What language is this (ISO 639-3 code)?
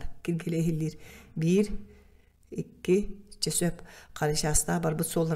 sah